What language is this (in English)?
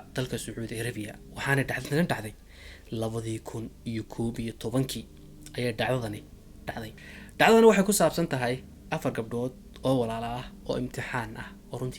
Somali